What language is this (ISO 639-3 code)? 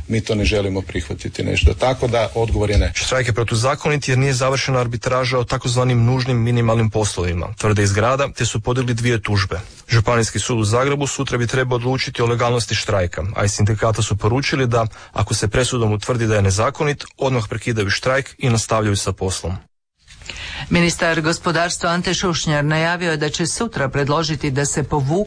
hrv